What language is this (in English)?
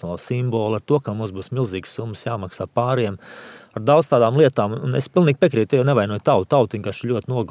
Latvian